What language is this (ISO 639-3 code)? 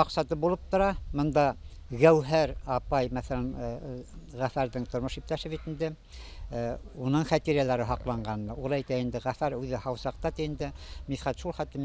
bak